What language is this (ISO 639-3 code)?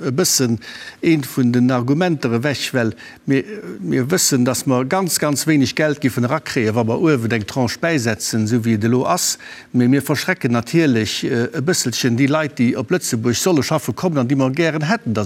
ltz